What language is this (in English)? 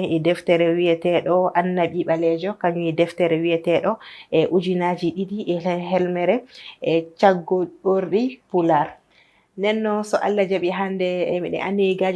Fula